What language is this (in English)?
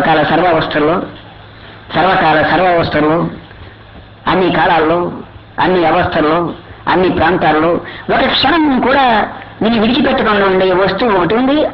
Telugu